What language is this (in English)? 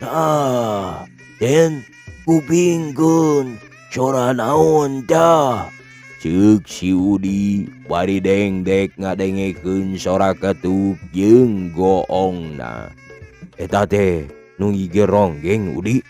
Sundanese